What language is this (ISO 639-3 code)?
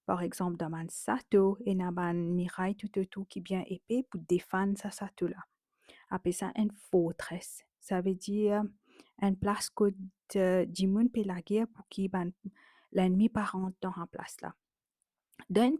mfe